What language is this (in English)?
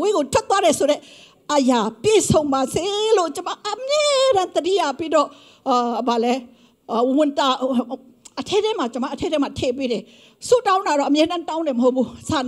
Burmese